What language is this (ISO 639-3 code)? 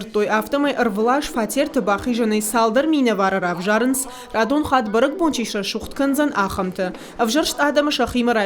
oss